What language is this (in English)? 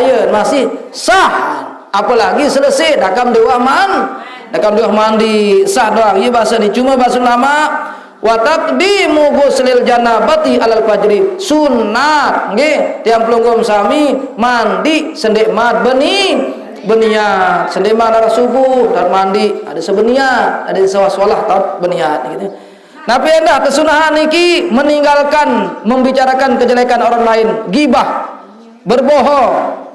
Sasak